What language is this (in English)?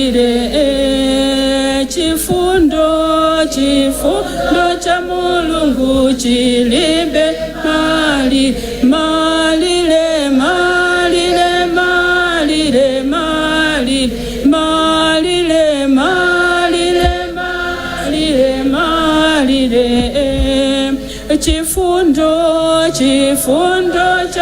Nyanja